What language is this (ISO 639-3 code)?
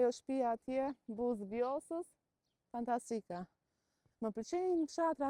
sqi